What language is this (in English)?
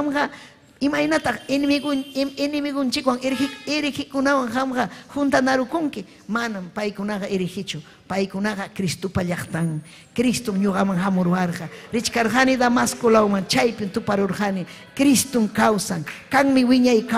Ayacucho Quechua